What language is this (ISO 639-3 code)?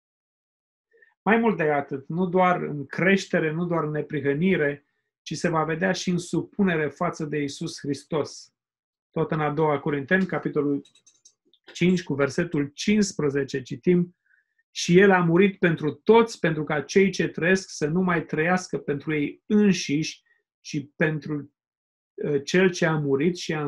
ron